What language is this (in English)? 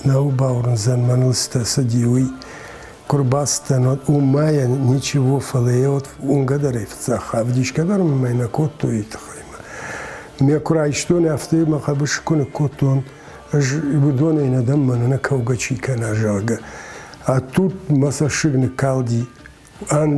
Ossetic